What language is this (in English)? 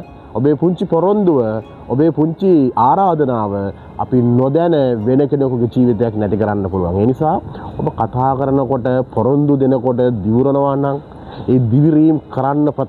Sinhala